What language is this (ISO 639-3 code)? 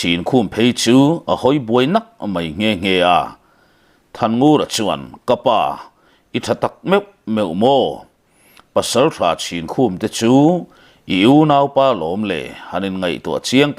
lus